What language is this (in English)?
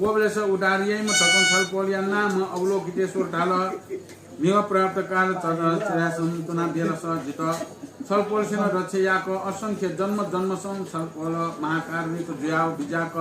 Newari